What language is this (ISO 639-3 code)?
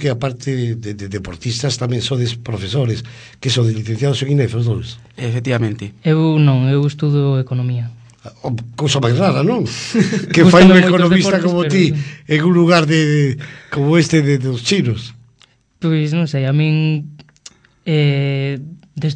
glg